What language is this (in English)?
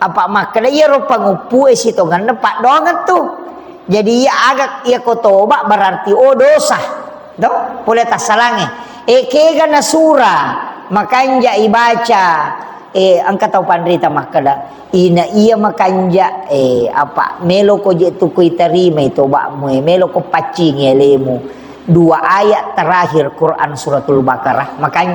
Buginese